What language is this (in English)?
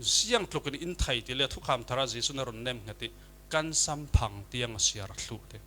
Falam Chin